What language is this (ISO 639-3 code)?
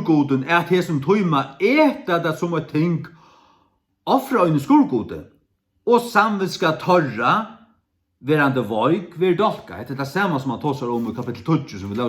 fao